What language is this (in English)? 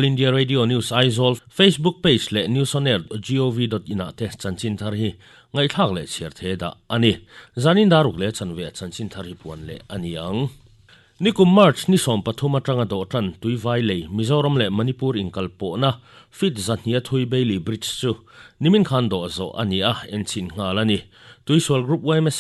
Mizo